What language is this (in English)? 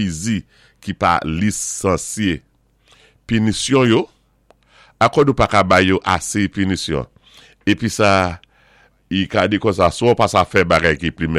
Saint Lucian Creole French